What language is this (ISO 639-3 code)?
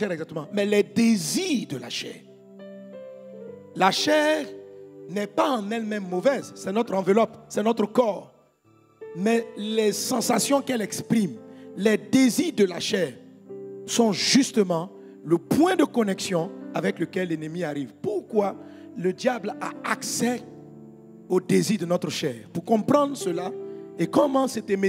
fra